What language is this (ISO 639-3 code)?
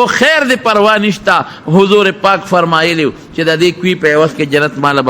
pus